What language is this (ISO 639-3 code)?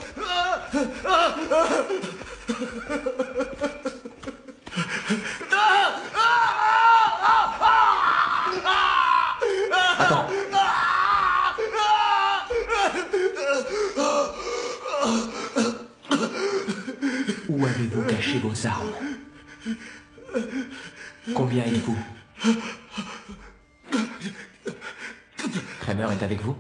fra